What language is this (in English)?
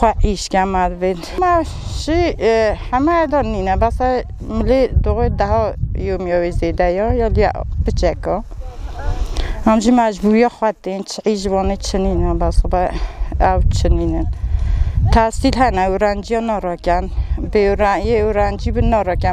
Kurdish